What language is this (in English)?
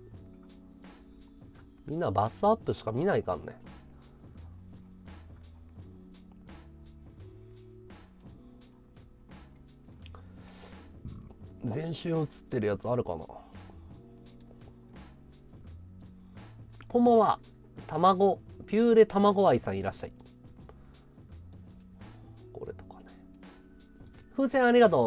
Japanese